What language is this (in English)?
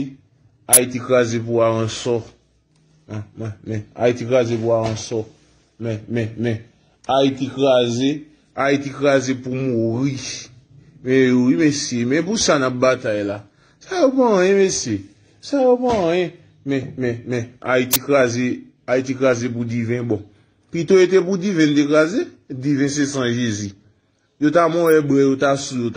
Haitian Creole